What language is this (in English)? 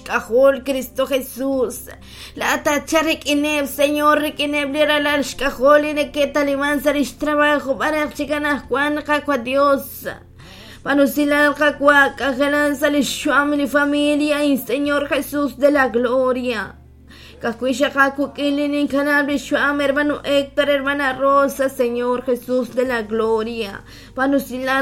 Kekchí